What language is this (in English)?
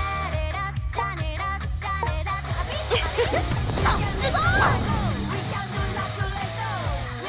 Japanese